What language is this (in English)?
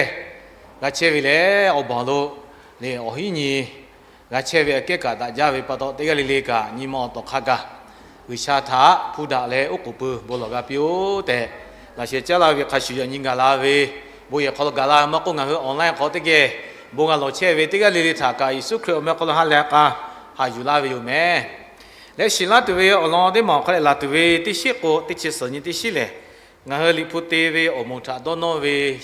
Lahu